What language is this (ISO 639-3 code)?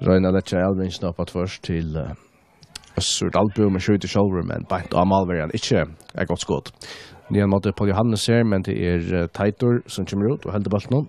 fao